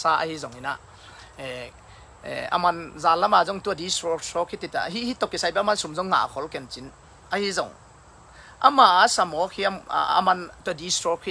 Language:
Tedim Chin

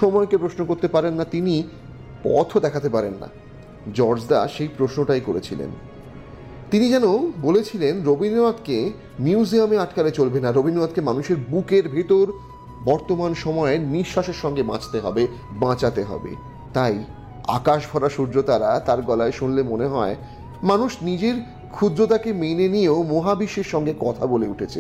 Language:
Bangla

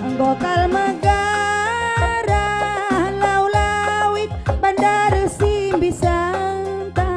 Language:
Batak Karo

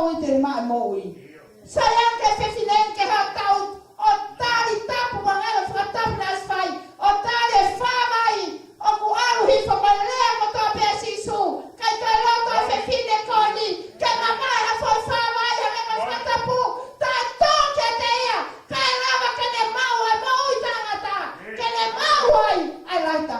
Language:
Tongan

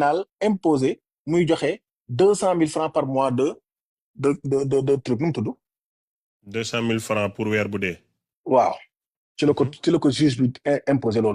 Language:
Wolof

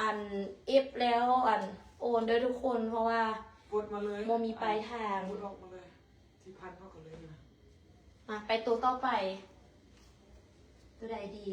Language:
Lao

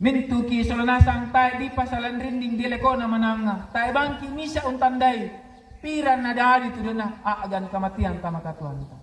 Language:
Toraja-Sa'dan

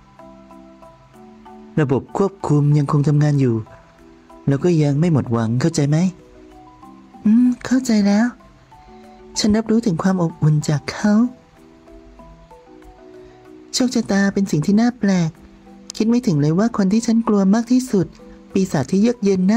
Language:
Thai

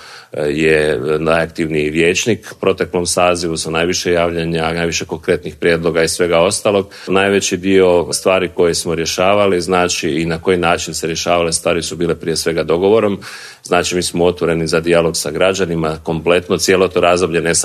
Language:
Croatian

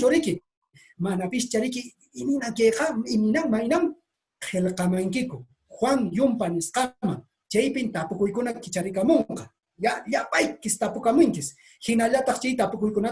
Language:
Quechua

